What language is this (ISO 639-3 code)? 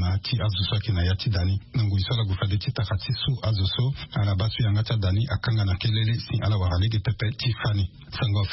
sag